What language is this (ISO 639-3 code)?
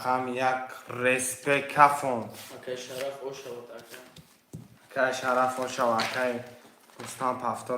tgk